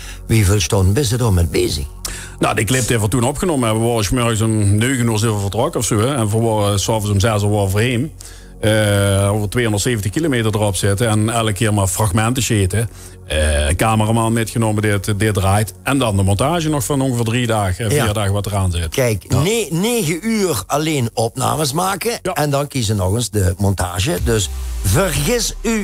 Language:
Limburgish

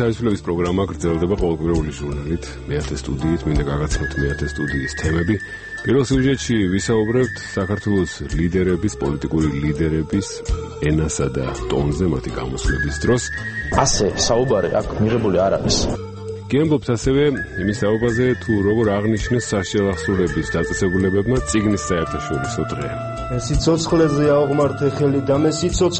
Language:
Georgian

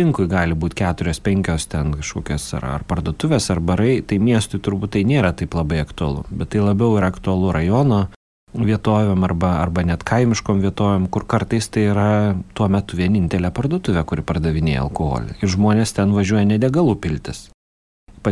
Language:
Lithuanian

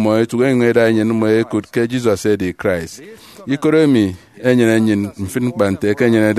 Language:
Efik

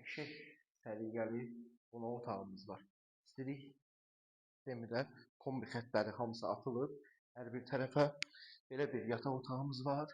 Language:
Azerbaijani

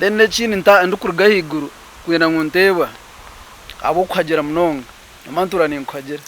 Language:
Nyankole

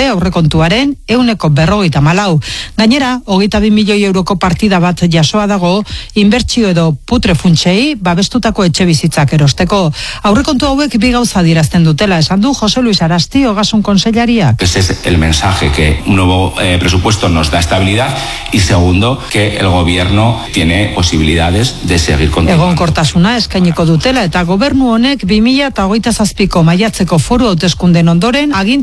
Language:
Basque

